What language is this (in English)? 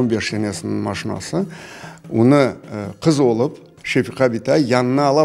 Crimean Tatar